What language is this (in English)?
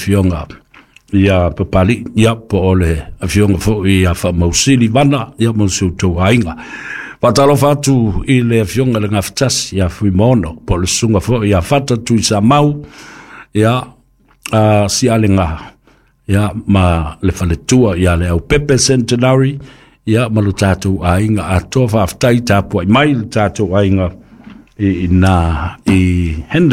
Samoan